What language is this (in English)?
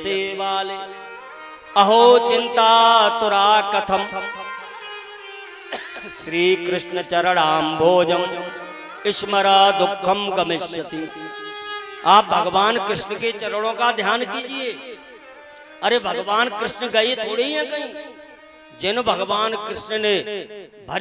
Hindi